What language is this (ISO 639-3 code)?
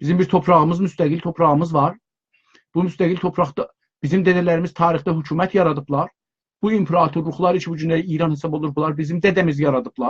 azb